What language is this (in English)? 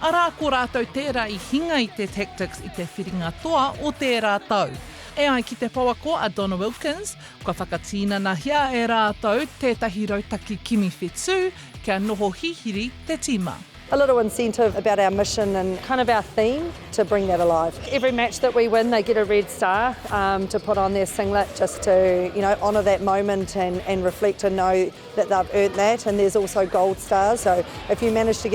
Māori